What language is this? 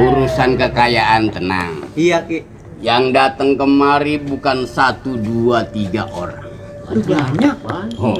Betawi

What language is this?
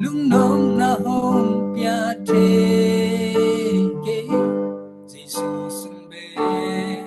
Tedim Chin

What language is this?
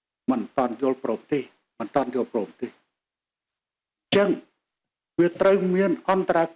Khmer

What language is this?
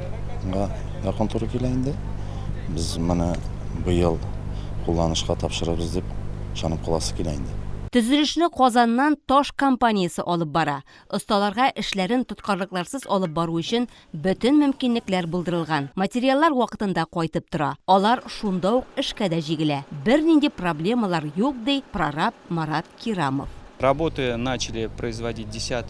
Tatar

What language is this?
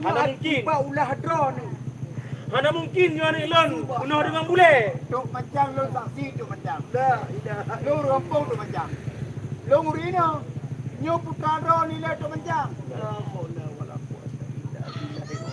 Achinese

